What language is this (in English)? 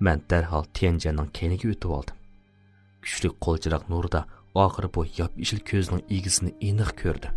Uyghur